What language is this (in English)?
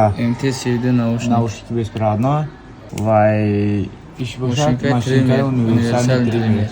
Tajik